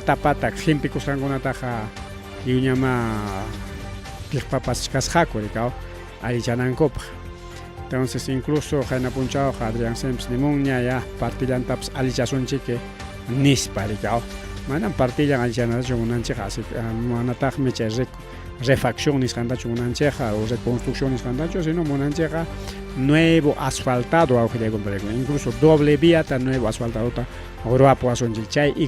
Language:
Ayacucho Quechua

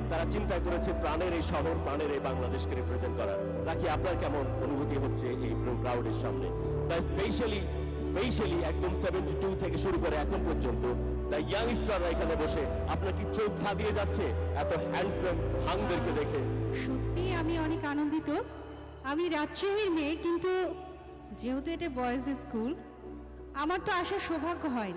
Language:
Bangla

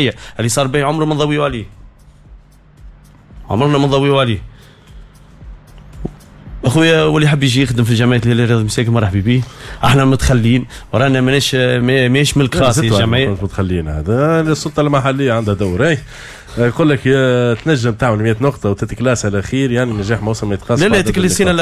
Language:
Tunisian Arabic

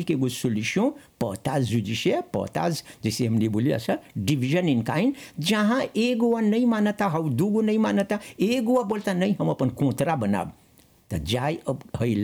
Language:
Bhojpuri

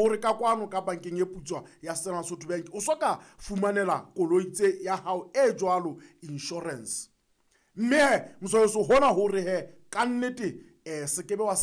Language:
Southern Sotho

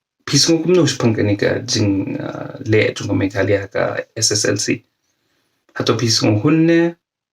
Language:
Khasi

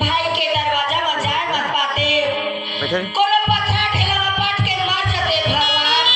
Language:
Chhattisgarhi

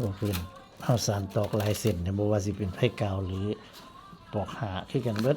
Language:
Northeastern Thai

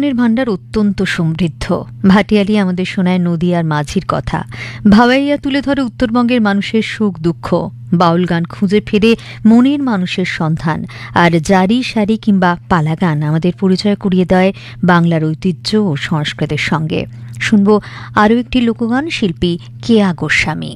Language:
Bangla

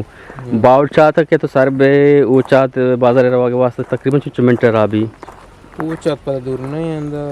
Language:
Eastern Balochi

